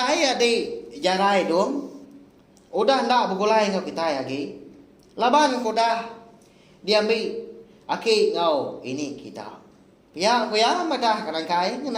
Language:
Iban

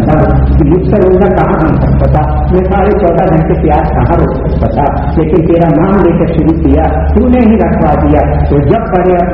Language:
Urdu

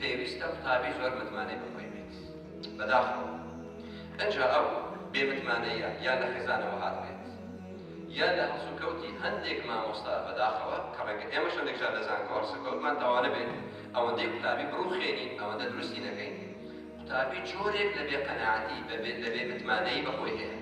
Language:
Central Kurdish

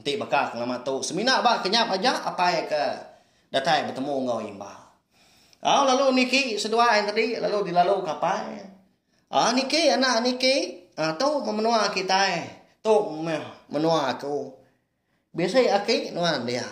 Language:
Iban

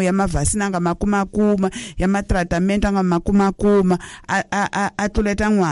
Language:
Tsonga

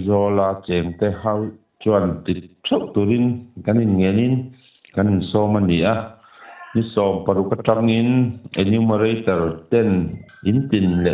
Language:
Mizo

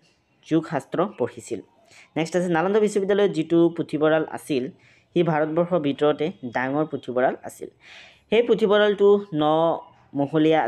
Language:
Assamese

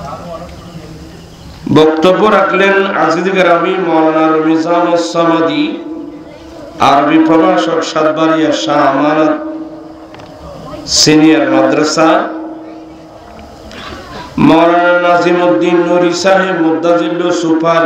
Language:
Bangla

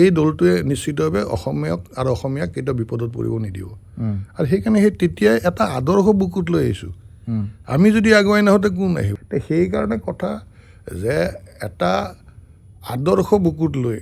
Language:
Assamese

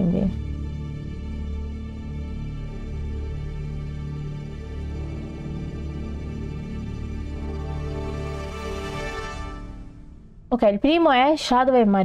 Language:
Italian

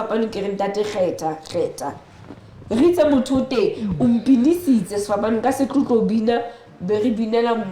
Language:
Southern Sotho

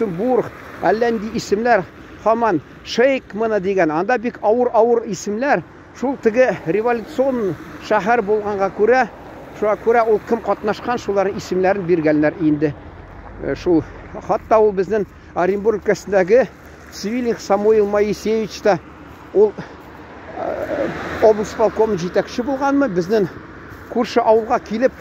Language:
Tatar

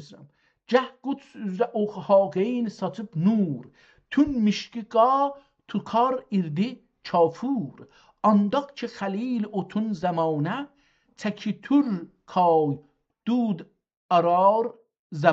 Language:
South Azerbaijani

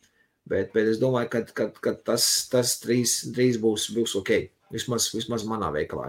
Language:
Latvian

